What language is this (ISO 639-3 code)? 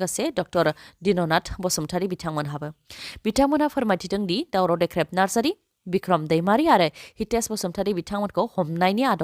brx